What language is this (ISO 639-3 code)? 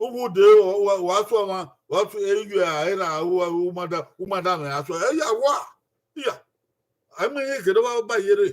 bin